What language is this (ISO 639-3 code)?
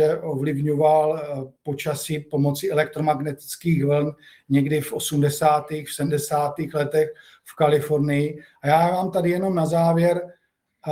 ces